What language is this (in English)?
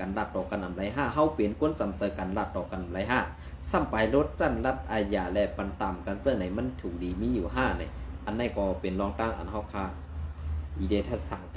Shan